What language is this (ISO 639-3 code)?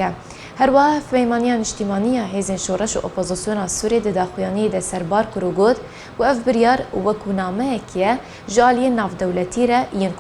kur